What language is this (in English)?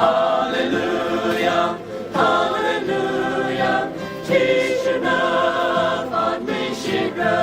Tangkhul Naga (India)